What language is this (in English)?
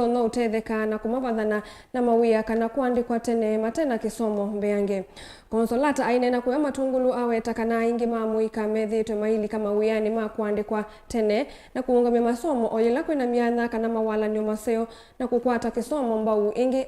Kamba